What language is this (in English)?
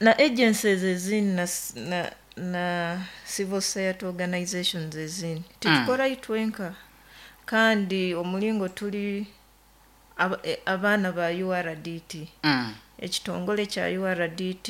Nyoro